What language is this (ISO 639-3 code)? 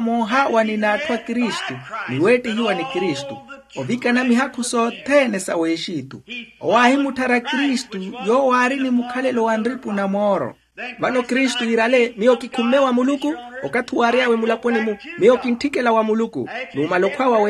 vmw